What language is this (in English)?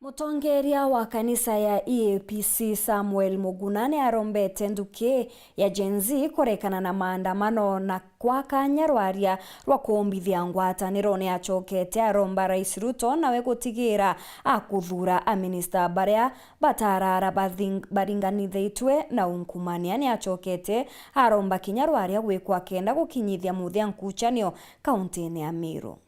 Meru